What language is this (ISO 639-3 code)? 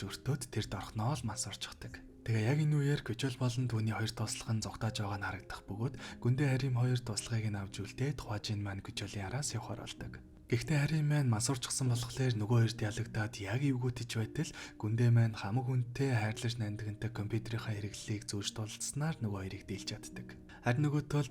mon